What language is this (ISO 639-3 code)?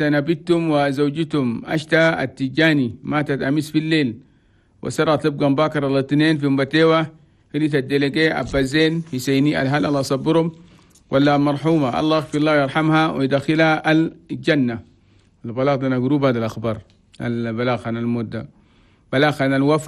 shu